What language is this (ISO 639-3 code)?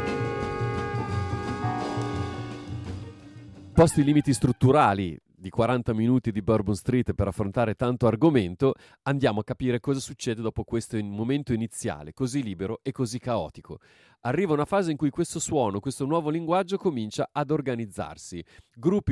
ita